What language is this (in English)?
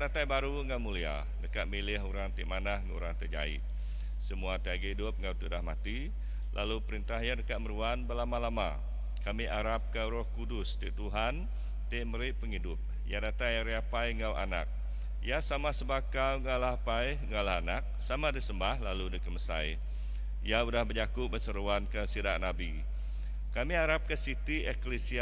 Iban